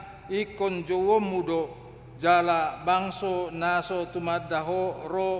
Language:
Batak Toba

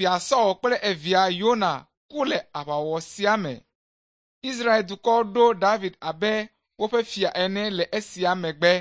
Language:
Ewe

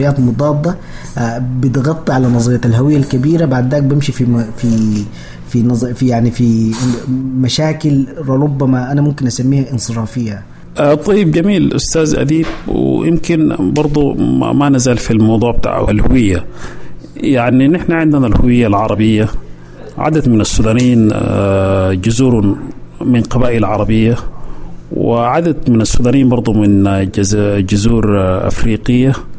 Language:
Sudanese Arabic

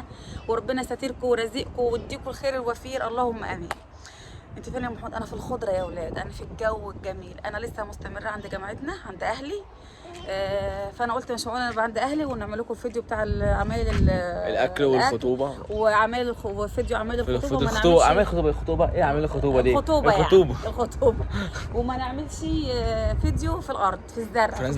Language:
Egyptian Arabic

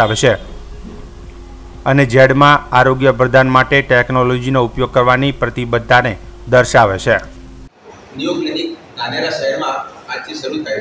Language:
Gujarati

